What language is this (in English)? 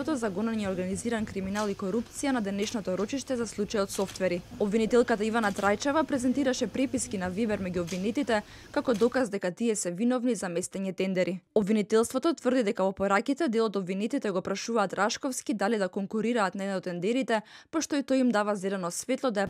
Macedonian